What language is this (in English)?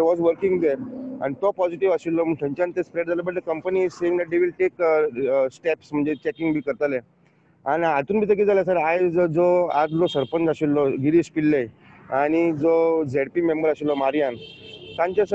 Konkani